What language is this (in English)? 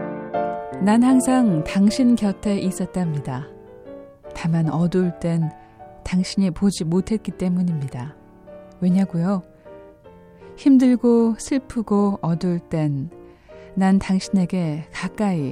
Korean